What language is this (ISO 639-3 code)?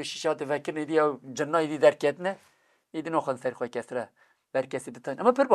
kur